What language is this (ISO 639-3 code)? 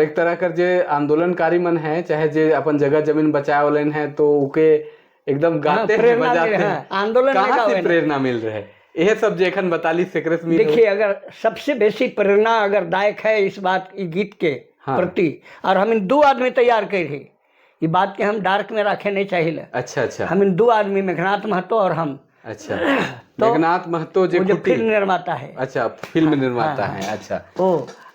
sck